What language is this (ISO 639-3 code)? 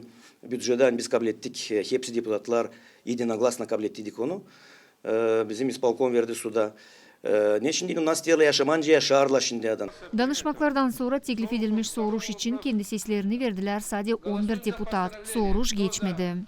gag